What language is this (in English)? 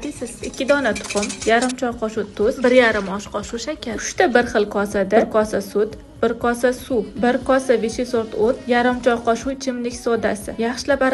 Uzbek